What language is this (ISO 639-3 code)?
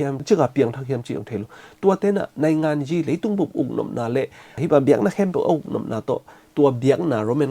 ctd